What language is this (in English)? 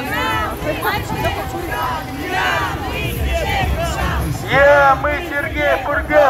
Russian